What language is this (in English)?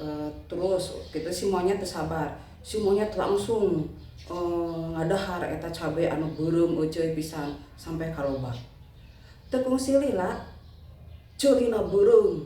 Sundanese